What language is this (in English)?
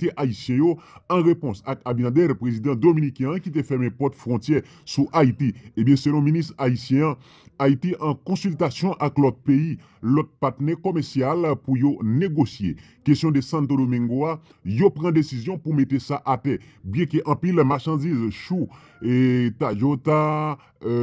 Haitian Creole